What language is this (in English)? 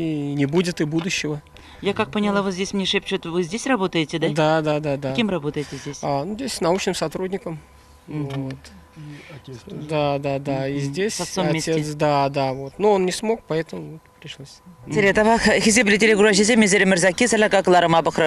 Chuvash